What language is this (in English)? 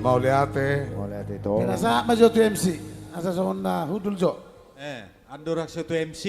Batak Toba